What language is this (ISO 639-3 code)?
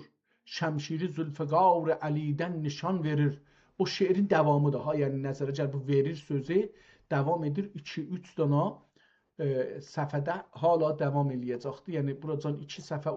azb